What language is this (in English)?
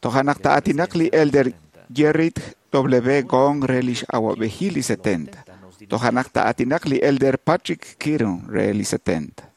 Kekchí